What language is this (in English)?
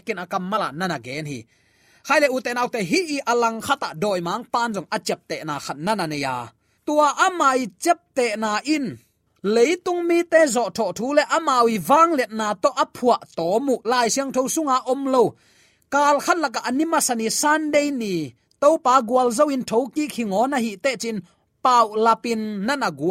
Tedim Chin